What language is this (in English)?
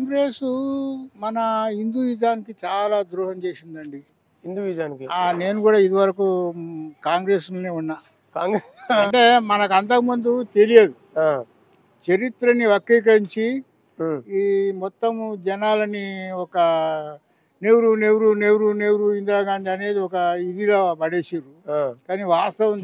Telugu